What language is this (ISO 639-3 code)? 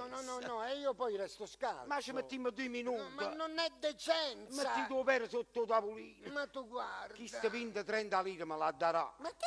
nap